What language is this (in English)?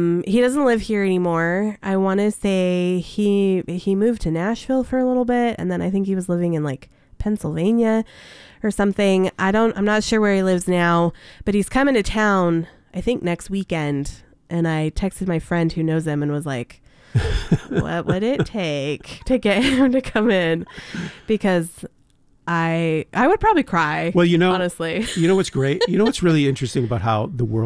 English